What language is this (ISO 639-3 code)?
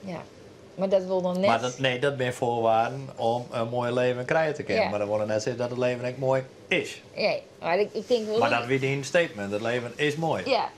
fry